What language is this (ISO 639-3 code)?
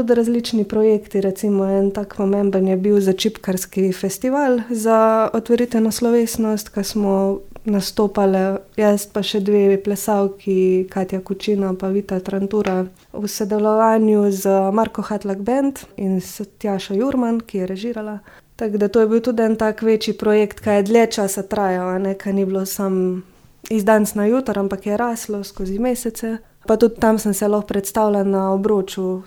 slv